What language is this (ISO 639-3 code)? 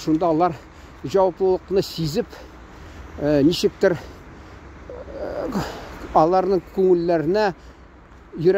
tat